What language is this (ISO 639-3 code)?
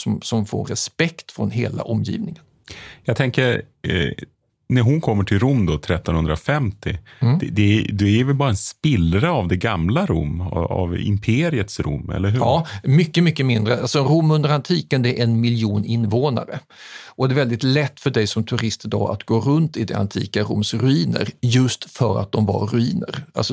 swe